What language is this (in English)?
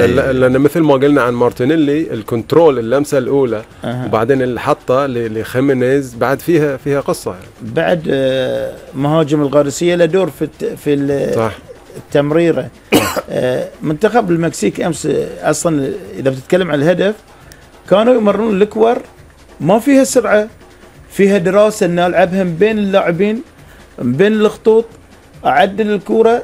Gulf Arabic